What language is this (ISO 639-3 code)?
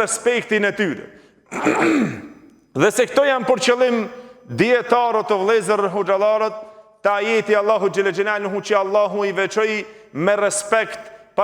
sqi